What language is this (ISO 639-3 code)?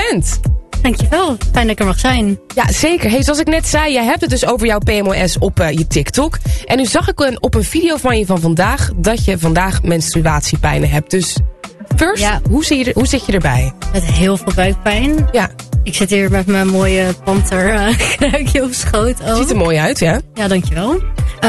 nld